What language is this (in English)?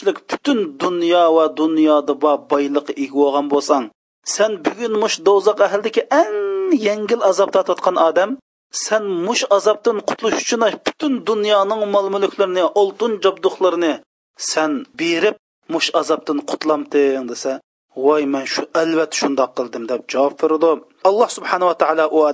Uyghur